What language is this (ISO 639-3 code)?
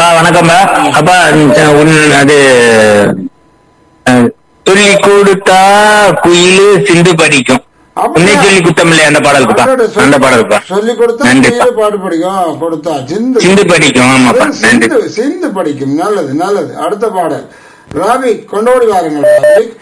tam